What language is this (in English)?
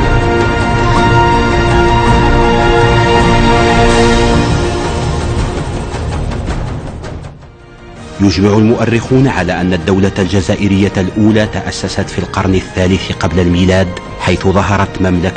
Arabic